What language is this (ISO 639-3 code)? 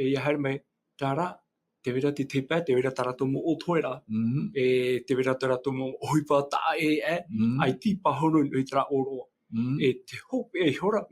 tah